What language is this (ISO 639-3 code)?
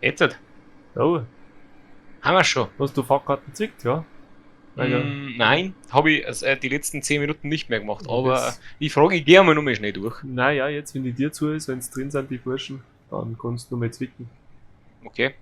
bar